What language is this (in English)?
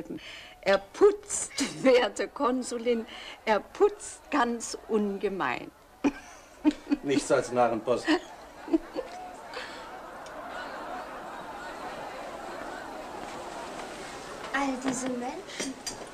German